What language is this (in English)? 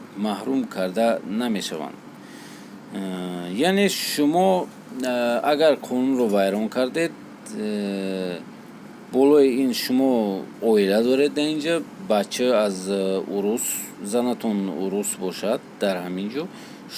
Tajik